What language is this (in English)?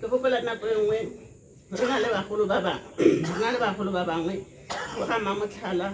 Tswana